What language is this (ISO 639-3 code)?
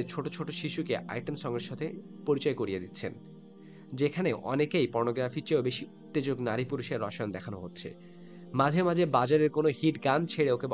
ben